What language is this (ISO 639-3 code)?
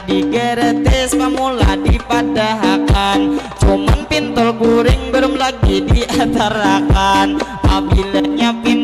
bjn